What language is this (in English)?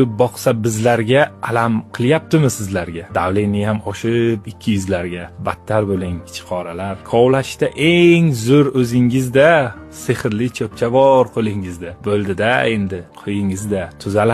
Uzbek